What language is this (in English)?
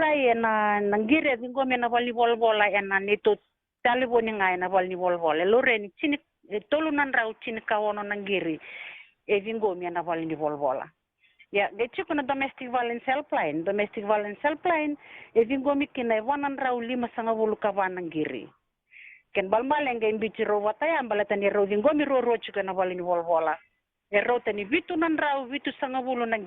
Fijian